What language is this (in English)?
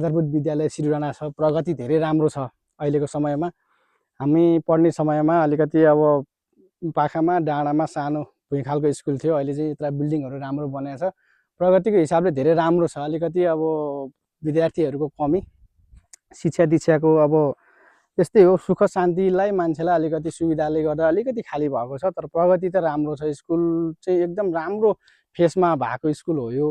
Nepali